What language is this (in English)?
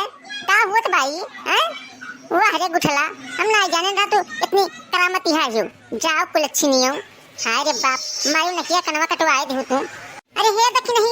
Awadhi